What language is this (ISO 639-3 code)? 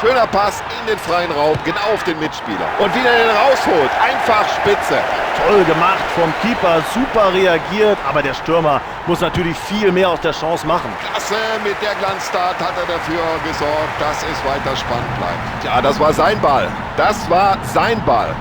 bar